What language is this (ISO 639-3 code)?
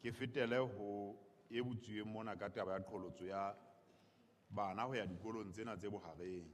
sot